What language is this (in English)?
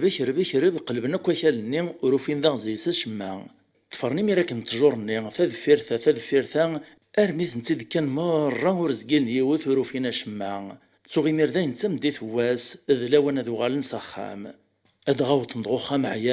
Kabyle